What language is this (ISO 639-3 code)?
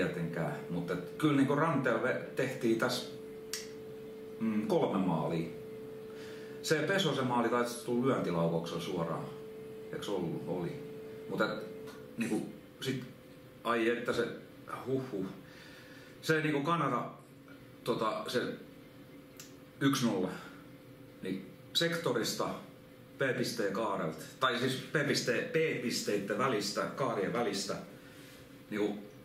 fin